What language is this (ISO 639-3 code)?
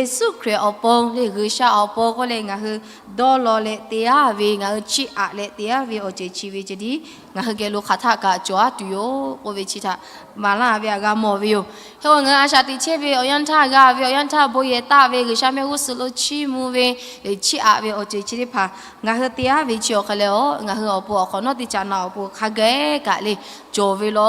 lhu